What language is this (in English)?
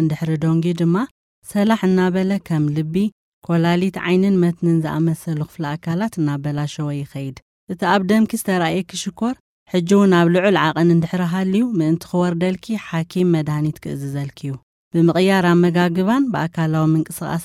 Tigrinya